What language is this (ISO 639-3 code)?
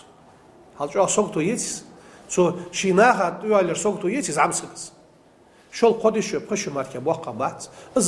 inh